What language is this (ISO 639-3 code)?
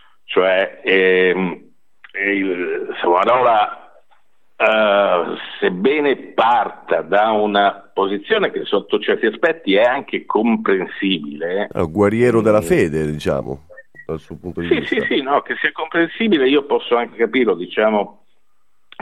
ita